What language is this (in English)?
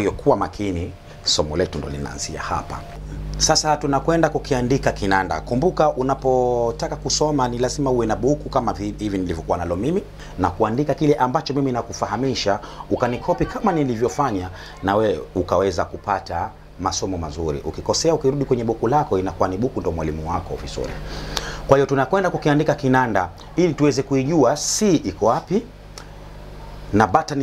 Swahili